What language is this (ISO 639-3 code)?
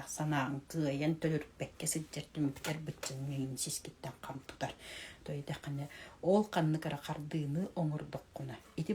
sah